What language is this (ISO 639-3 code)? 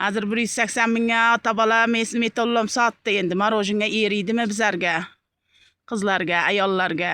uzb